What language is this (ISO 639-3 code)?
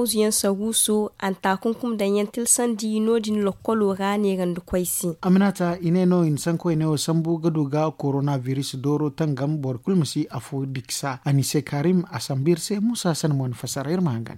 dje